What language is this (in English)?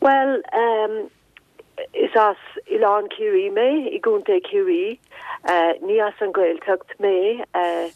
Irish